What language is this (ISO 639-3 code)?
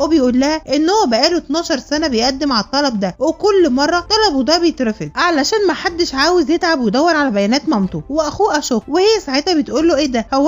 arz